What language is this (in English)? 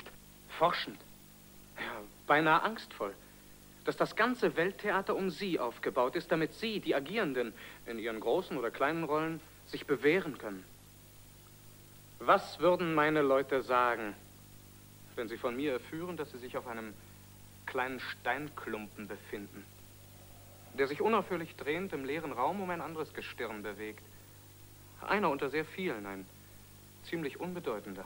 German